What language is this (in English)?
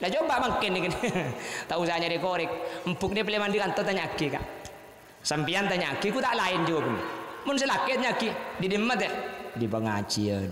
Madurese